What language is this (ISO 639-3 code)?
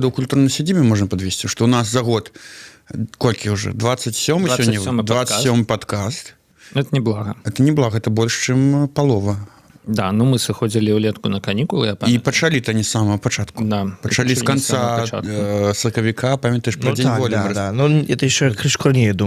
bel